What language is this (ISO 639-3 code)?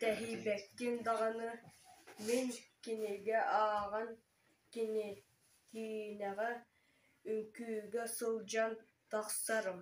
sah